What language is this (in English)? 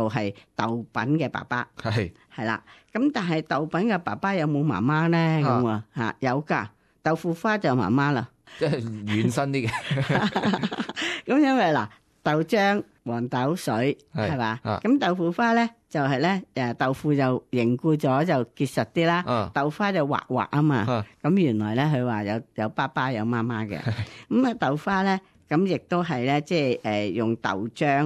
Cantonese